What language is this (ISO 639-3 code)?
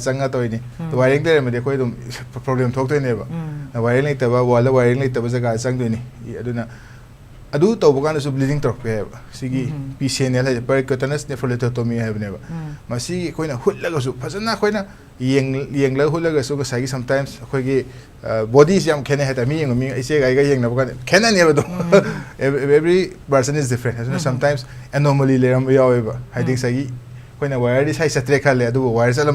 mni